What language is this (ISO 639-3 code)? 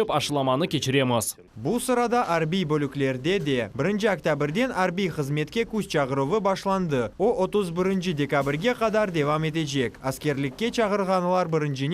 crh